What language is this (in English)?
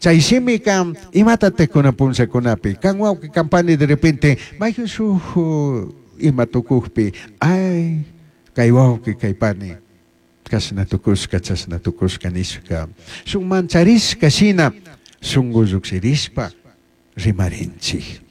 Chimborazo Highland Quichua